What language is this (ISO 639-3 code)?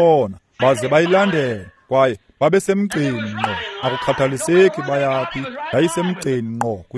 xho